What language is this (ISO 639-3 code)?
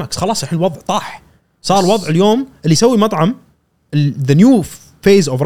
afb